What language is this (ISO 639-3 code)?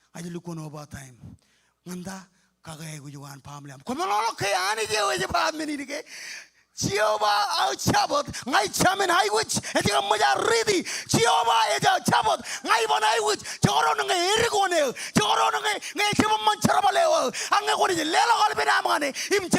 mah